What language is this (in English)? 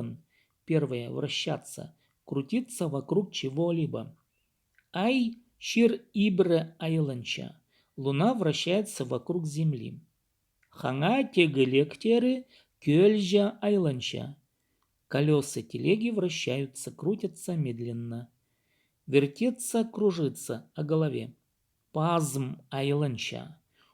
Khakas